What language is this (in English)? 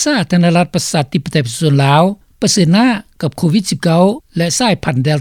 Lao